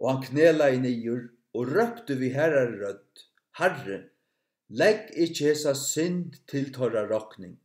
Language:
Faroese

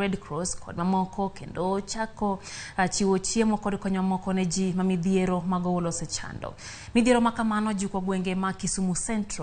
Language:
Luo (Kenya and Tanzania)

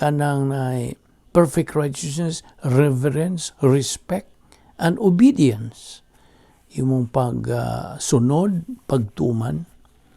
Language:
Cebuano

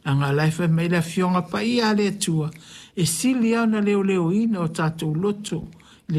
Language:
Samoan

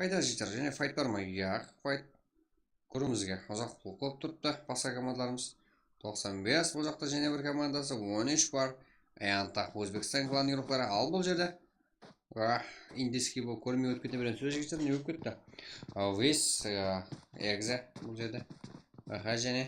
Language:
Kara-Kalpak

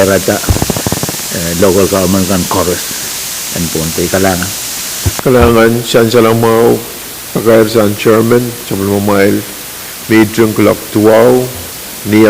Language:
Pohnpeian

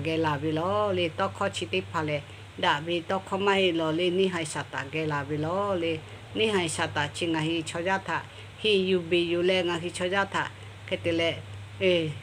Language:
Lahu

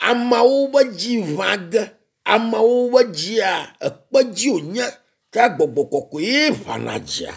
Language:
Ewe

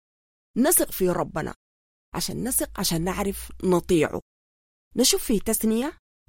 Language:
Sudanese Arabic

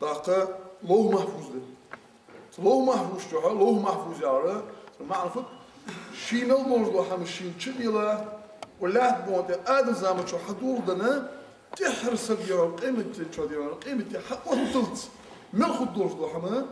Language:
Ingush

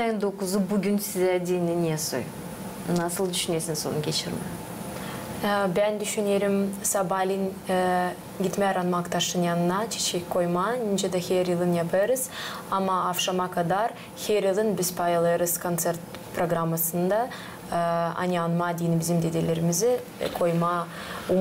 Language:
Gagauz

